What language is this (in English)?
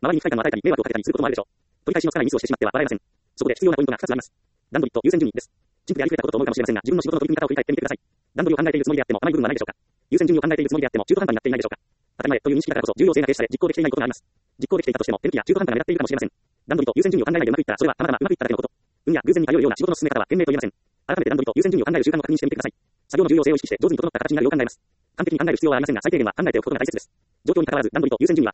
Japanese